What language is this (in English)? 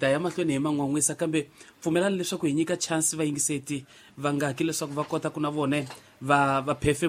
Tsonga